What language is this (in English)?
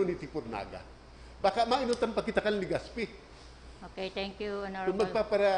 Bikol